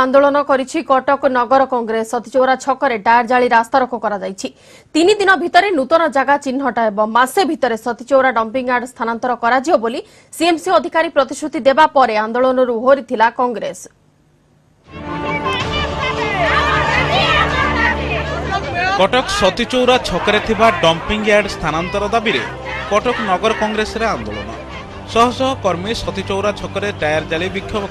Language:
Odia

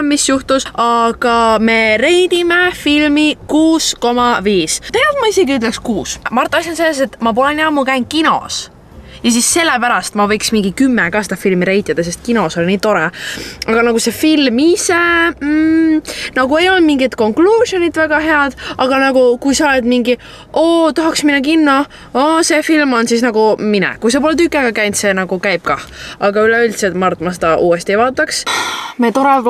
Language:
Estonian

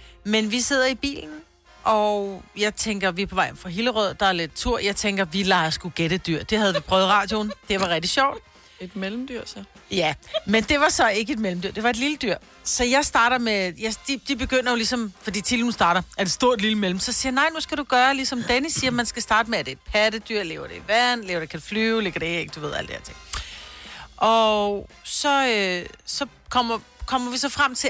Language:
Danish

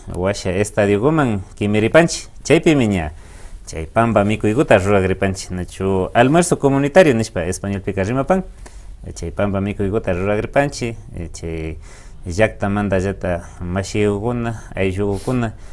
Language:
Imbabura Highland Quichua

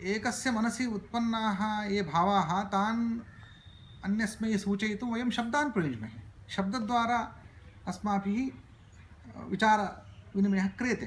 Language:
Sanskrit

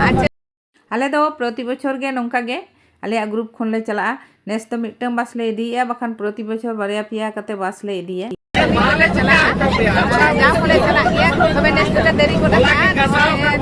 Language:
Santali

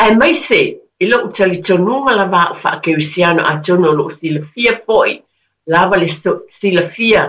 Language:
Samoan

